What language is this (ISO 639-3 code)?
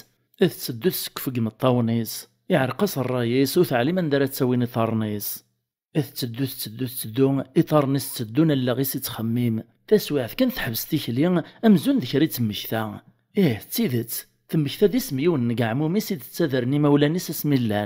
kab